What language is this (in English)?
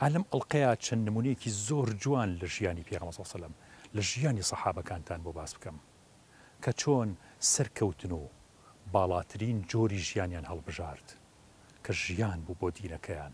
Central Kurdish